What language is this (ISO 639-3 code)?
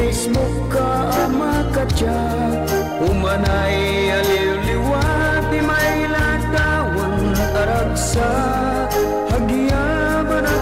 ilo